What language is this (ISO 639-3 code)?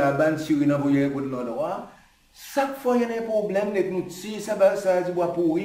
crs